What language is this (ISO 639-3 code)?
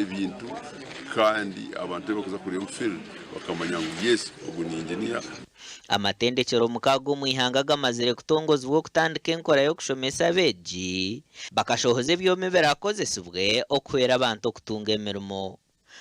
nyn